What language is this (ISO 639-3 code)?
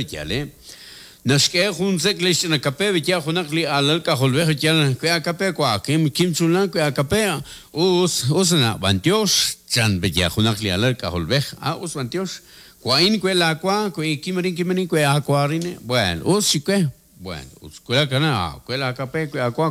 kek